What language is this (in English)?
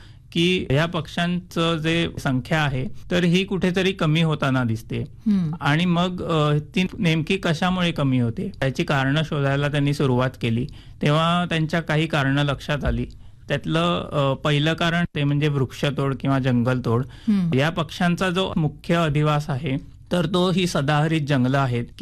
Marathi